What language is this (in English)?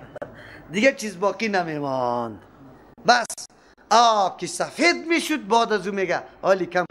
Persian